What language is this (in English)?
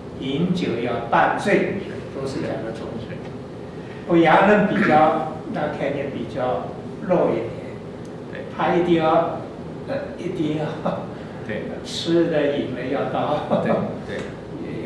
Chinese